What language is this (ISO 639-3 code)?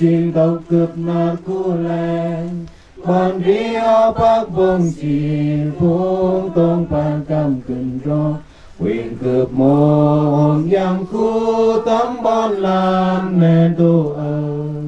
cmo